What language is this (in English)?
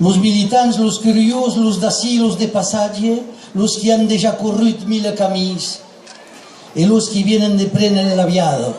Occitan